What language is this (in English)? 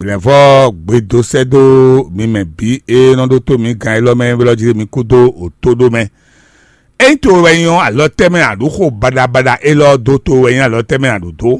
Fon